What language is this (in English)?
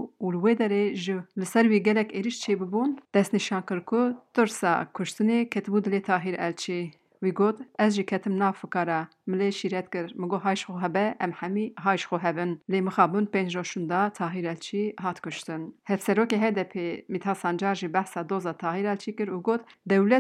Kurdish